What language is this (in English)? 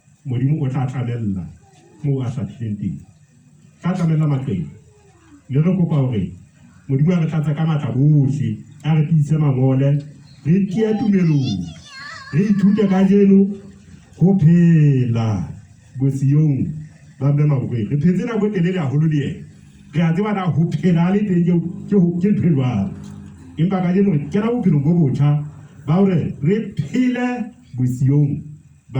Southern Sotho